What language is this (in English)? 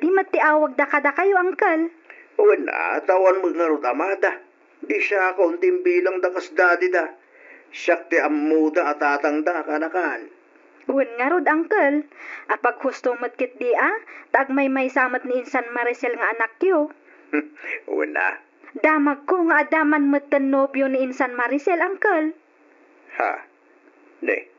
Iloko